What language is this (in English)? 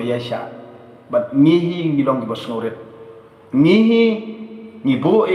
Khasi